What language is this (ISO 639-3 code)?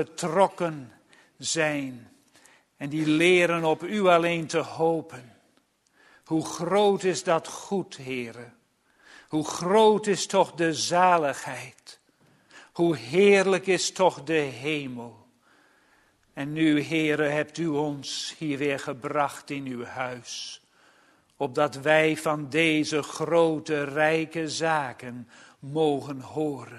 nld